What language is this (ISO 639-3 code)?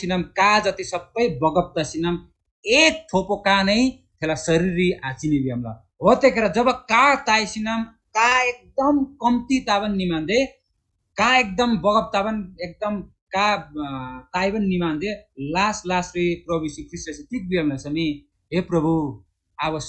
taj